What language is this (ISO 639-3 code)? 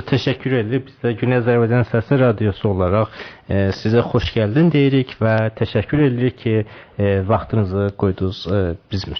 azb